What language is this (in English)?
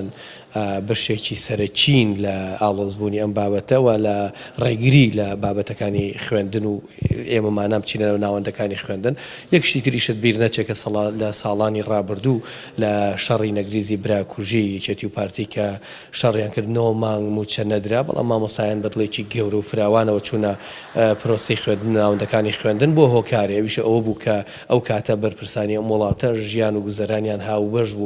Central Kurdish